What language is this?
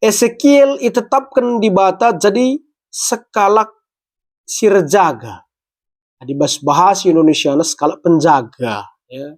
Batak Karo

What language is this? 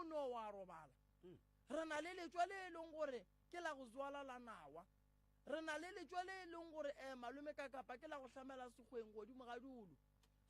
Northern Sotho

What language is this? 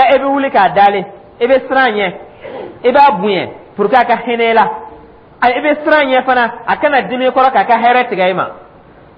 Dyula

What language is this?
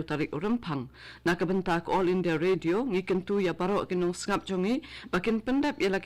Khasi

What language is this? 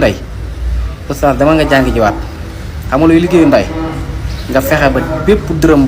Wolof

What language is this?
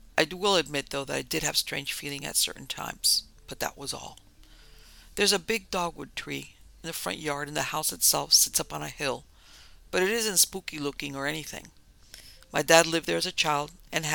English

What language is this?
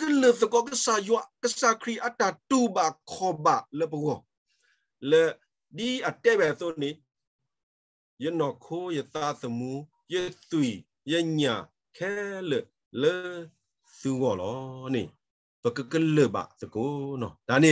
S'gaw Karen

